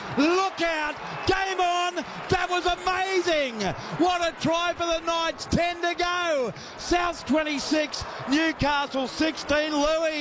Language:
English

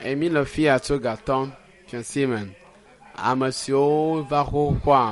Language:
Ewe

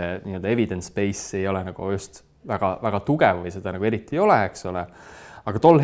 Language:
Estonian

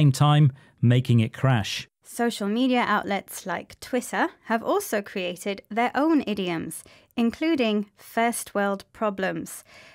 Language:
English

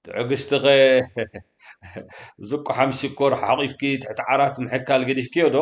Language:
Tigrinya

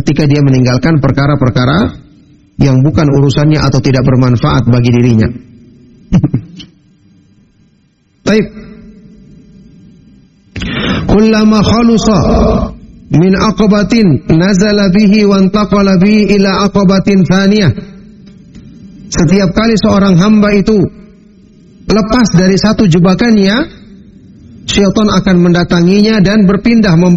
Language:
Indonesian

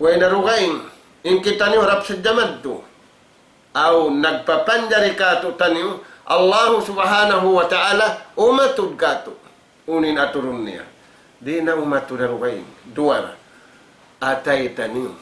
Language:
Tausug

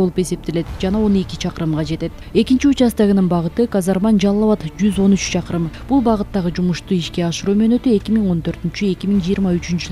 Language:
Kyrgyz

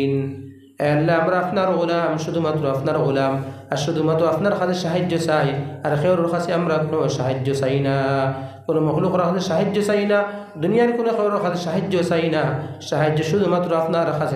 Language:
Sylheti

